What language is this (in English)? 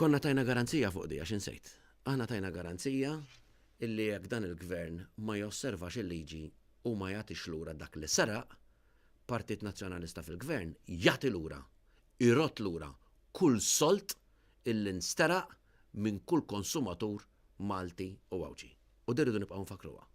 Maltese